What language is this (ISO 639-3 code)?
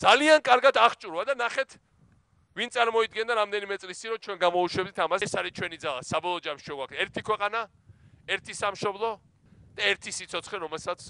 kat